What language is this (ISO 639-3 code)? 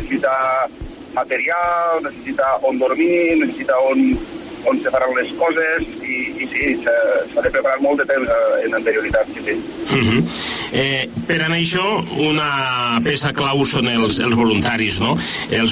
cat